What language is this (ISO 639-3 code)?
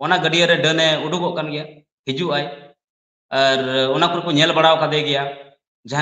sat